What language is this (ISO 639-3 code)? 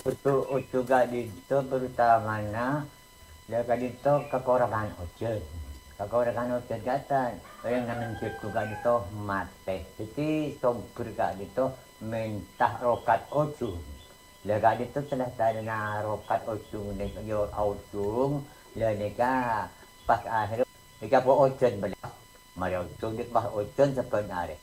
mad